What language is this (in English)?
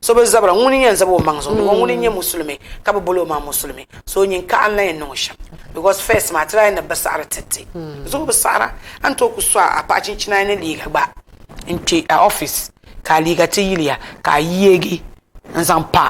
Dagbani